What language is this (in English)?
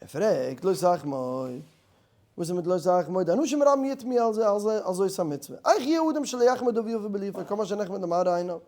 Yiddish